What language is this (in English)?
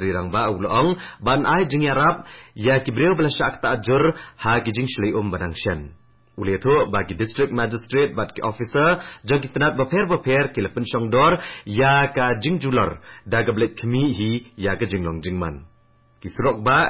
Khasi